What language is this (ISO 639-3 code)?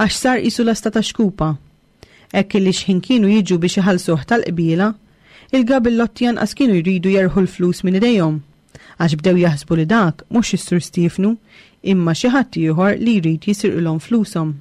mlt